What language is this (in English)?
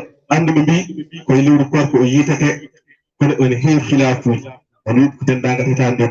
Fula